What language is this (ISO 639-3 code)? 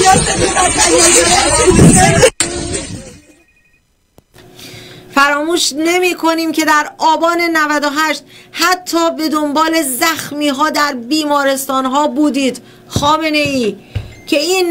fas